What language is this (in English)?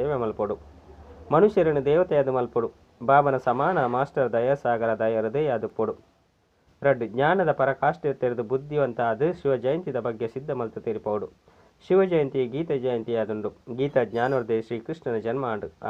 Tulu